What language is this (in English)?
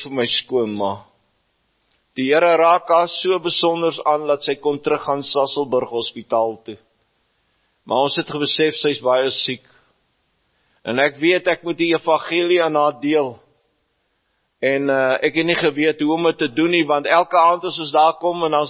Afrikaans